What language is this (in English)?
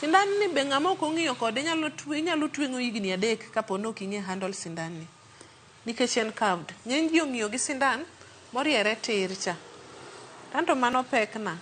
Luo (Kenya and Tanzania)